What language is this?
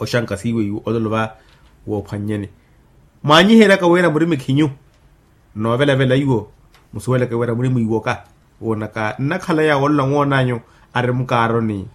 Makhuwa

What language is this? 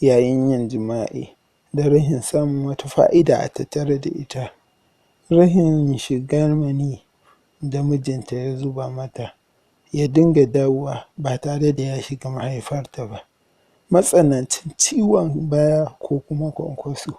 Hausa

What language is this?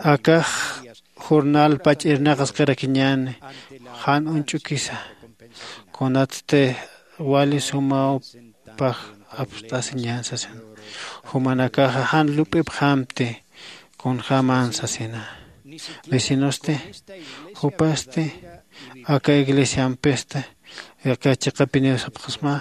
Aymara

